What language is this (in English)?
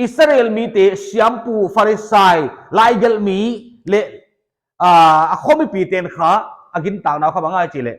Paite Chin